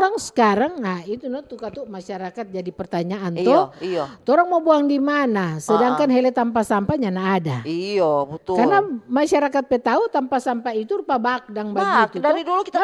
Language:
Manado Malay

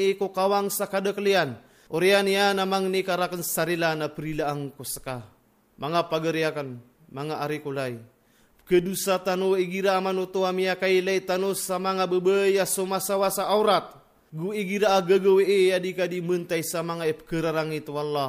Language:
Maranao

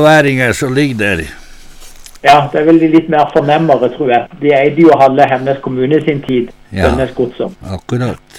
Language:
Norwegian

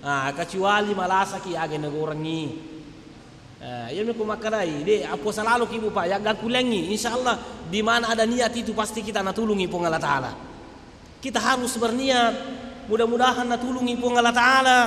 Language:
Buginese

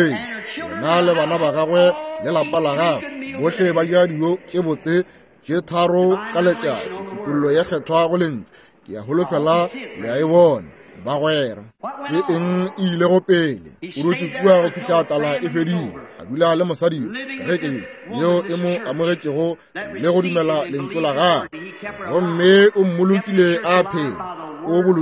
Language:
Northern Sotho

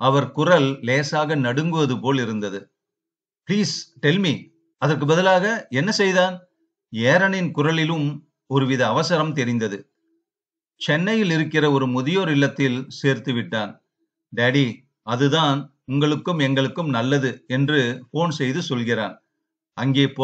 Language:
Tamil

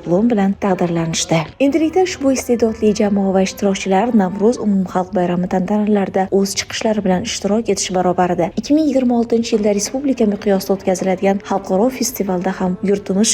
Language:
Uzbek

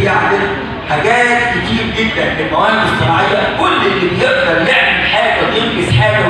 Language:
Egyptian Arabic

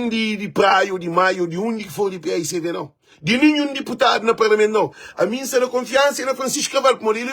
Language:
Kabuverdianu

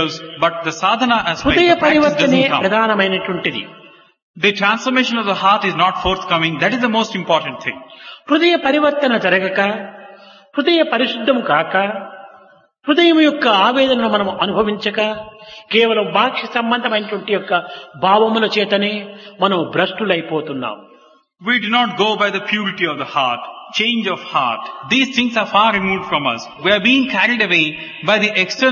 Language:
Telugu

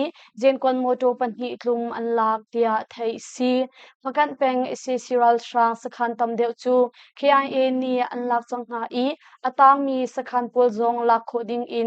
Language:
Hakha Chin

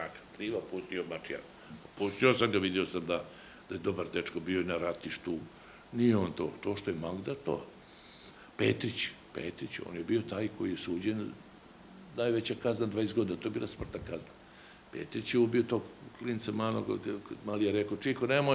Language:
Serbian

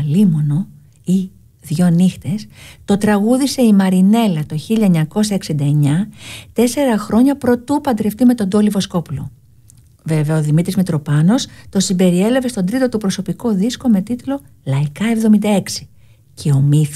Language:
Greek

